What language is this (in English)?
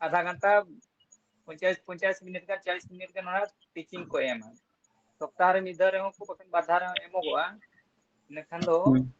Santali